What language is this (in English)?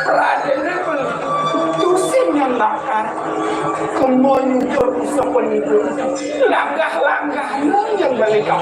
Balinese